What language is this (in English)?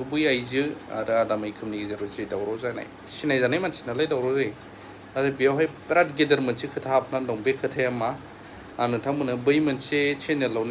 Bodo